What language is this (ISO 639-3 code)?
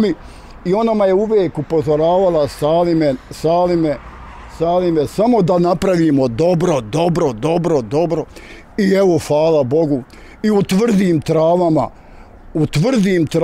bos